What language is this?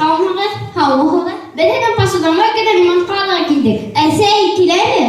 Bashkir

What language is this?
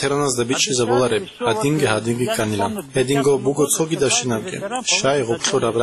Avaric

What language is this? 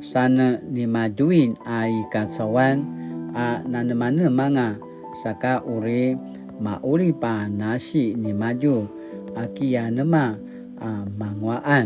Paiwan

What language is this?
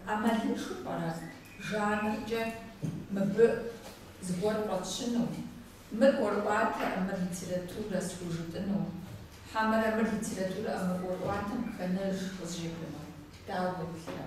Kabardian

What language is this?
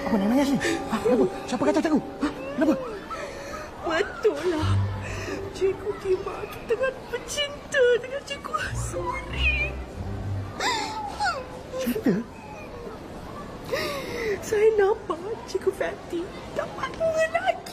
Malay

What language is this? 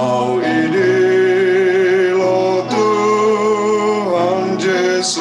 Batak Simalungun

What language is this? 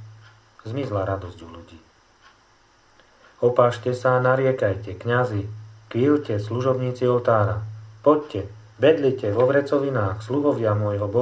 Slovak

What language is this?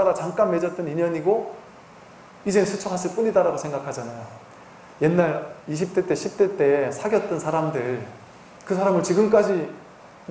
Korean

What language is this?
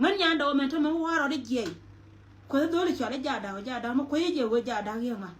Nuer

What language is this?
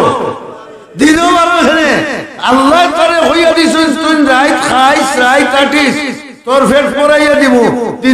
Sylheti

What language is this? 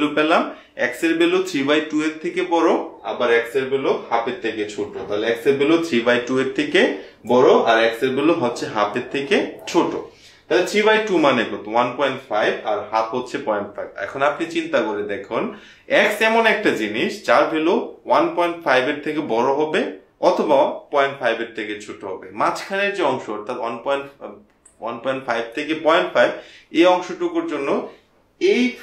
Bangla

